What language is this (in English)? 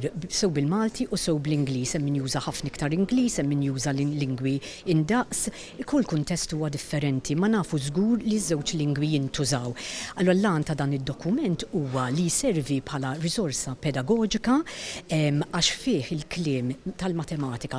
Maltese